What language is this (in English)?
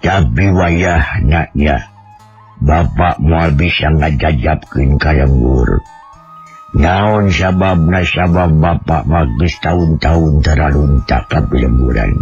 Sundanese